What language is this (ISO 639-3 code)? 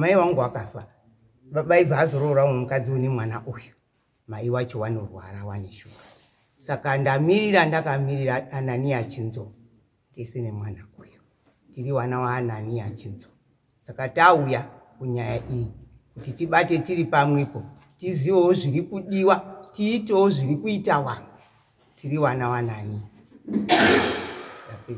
sna